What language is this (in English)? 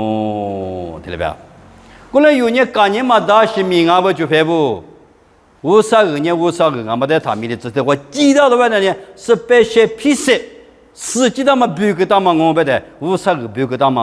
Lisu